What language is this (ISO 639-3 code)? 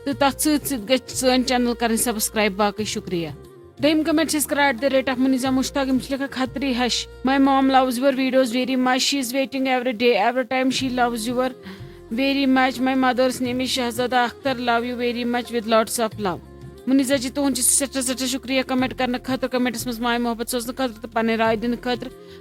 kas